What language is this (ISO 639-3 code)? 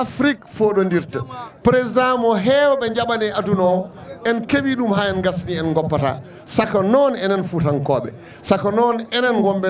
ful